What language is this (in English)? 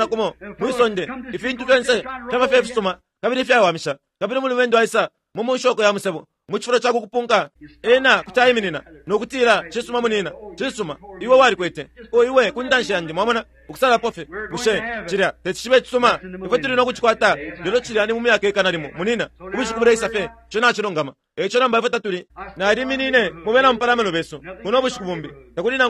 Bemba